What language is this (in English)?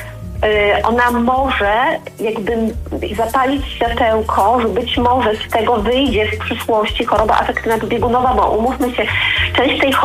Polish